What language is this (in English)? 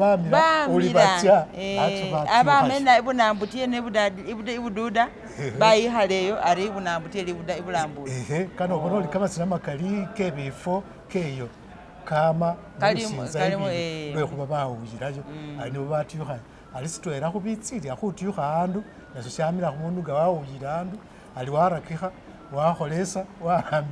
Masaaba